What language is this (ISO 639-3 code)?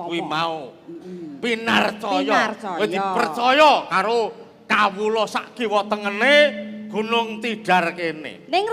jav